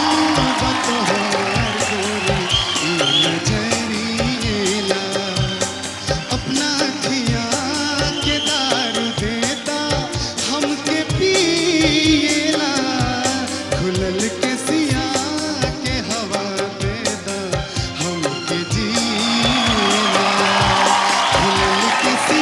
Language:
Bhojpuri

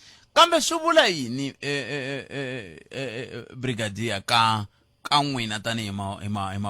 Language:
Tsonga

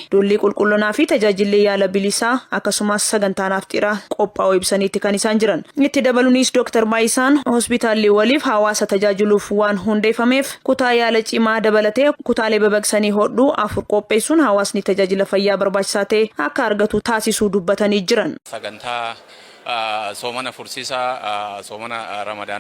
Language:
Oromo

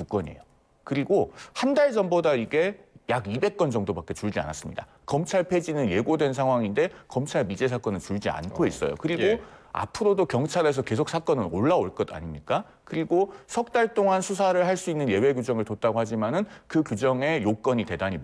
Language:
Korean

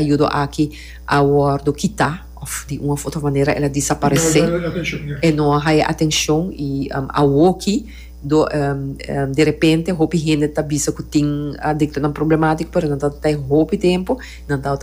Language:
Papiamento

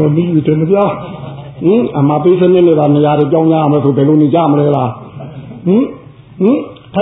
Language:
Burmese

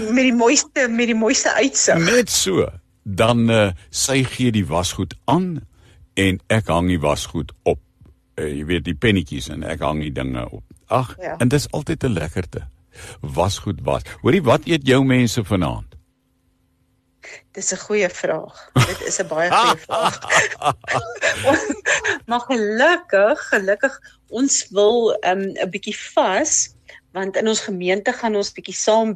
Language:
Afrikaans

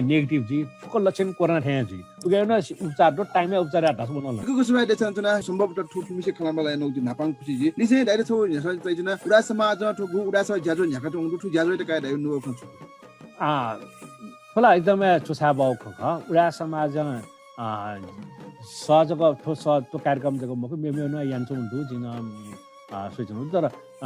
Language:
Newari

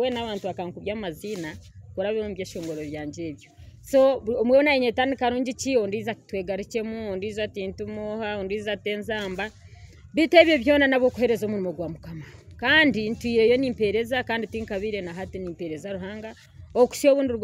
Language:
Nyankole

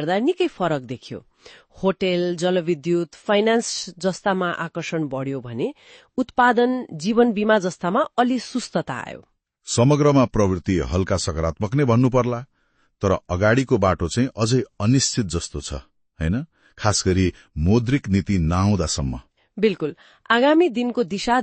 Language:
Nepali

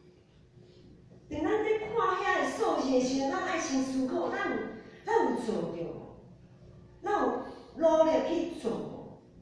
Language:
Min Nan Chinese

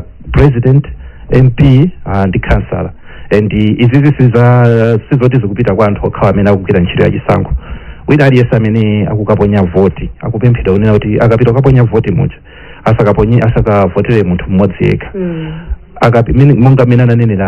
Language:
Nyanja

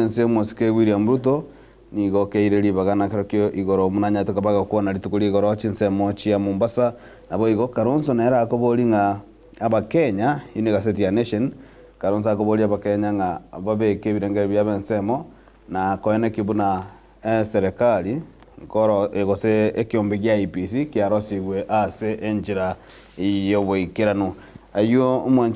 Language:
Gusii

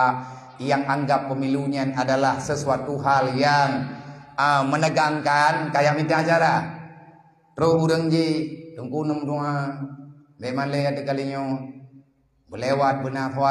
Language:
Achinese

